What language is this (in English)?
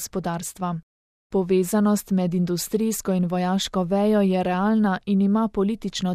Slovenian